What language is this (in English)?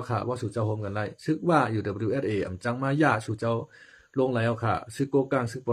Shan